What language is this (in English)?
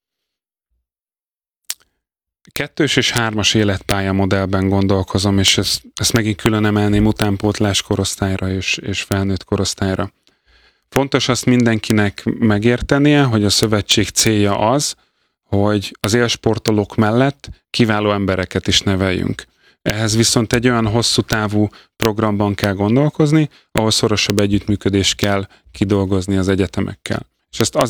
Hungarian